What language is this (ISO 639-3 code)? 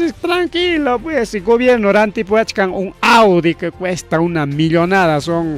quy